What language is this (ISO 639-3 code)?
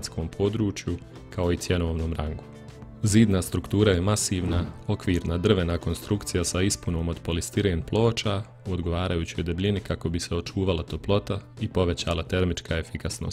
bos